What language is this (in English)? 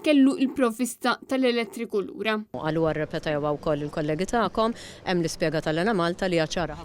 Maltese